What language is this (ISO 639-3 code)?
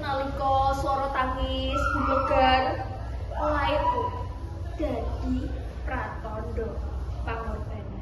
jav